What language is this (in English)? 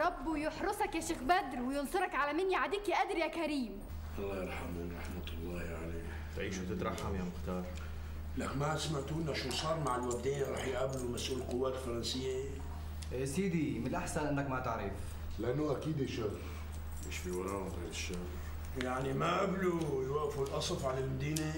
North Levantine Arabic